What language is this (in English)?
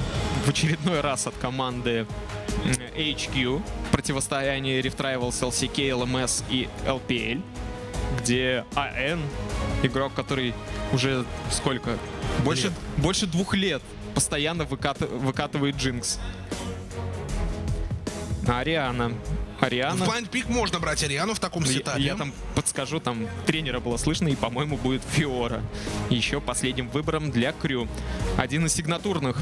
Russian